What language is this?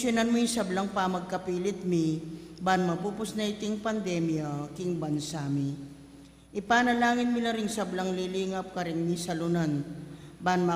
Pampanga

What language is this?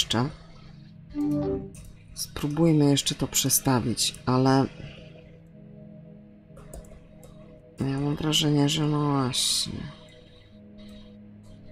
Polish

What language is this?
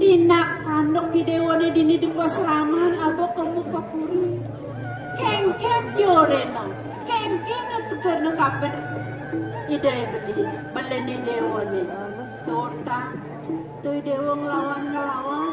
Balinese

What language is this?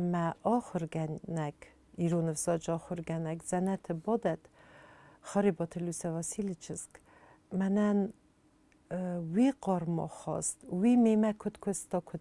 Ossetic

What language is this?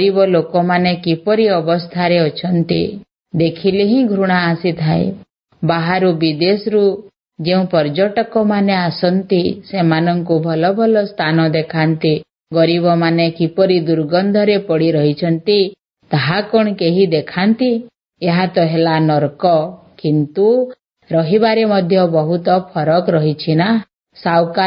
Odia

